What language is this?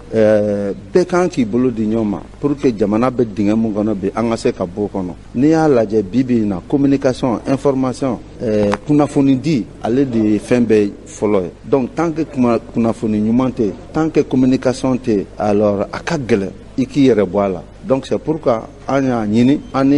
Bambara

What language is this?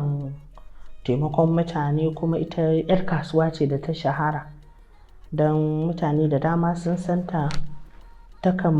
Hausa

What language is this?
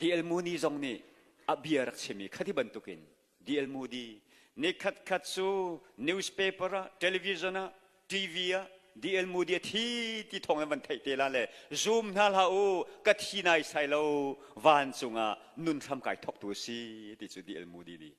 Hakha Chin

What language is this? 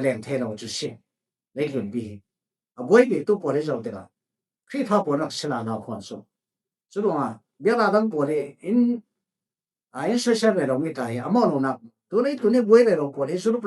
Falam Chin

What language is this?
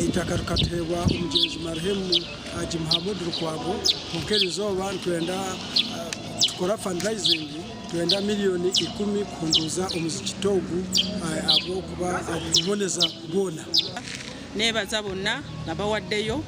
Nyankole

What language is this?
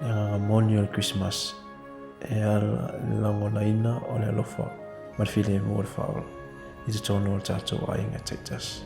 Samoan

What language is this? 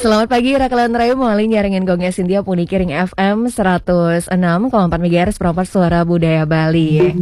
Balinese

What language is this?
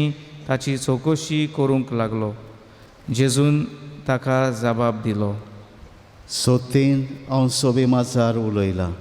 Konkani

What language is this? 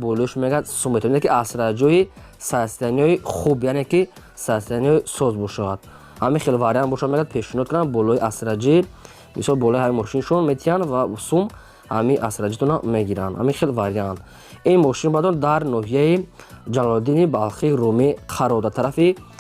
Tajik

